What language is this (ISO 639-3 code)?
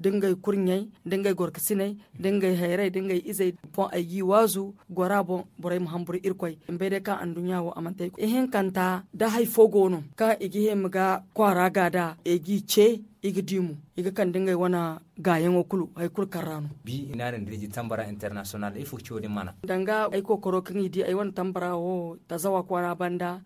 dje